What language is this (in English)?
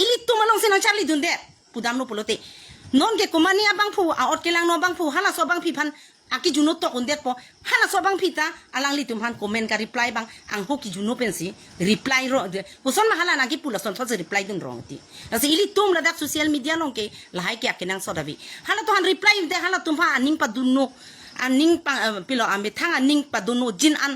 Karbi